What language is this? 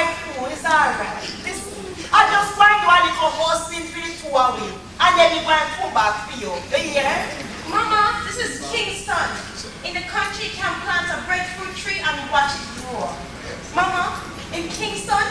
Jamaican Creole English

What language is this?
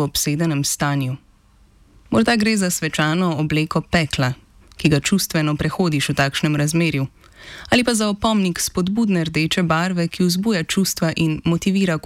Slovenian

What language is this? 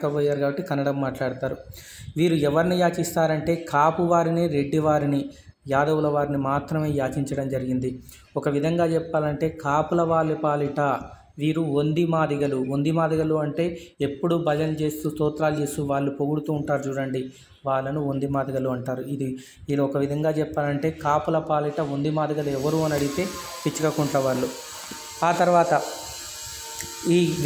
Telugu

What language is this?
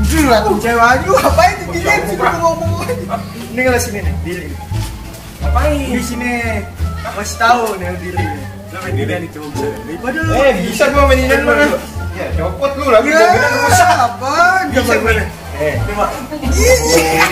Betawi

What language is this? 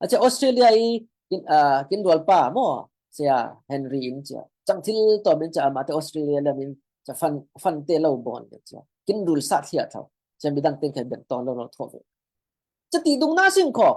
Falam Chin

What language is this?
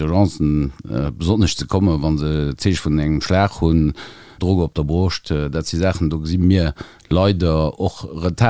Luxembourgish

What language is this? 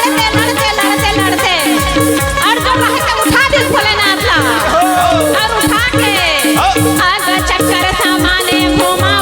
Chhattisgarhi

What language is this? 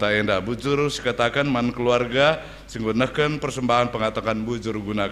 Batak Karo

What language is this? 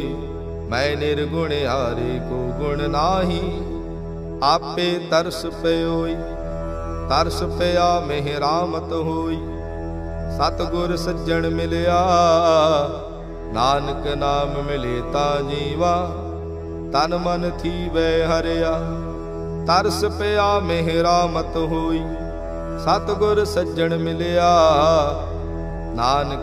Punjabi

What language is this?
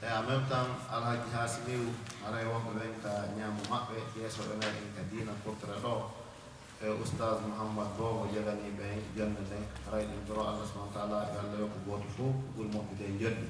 Fula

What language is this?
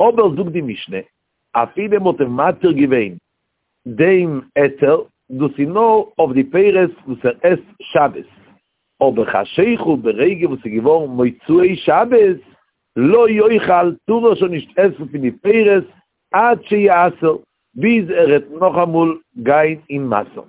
Yiddish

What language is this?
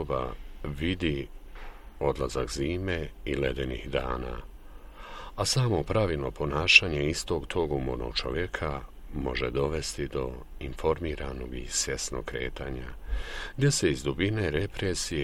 Bosnian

